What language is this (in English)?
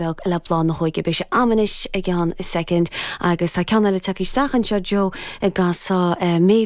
Irish